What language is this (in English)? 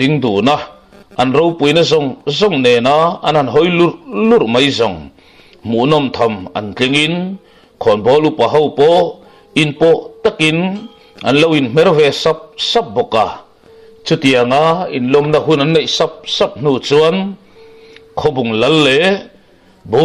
Mizo